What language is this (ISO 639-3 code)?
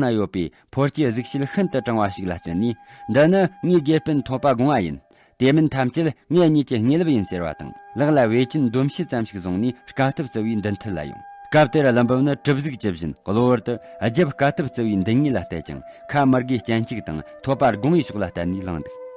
bod